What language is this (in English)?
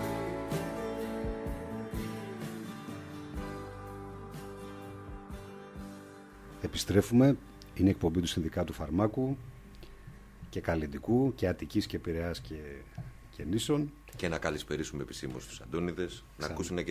Greek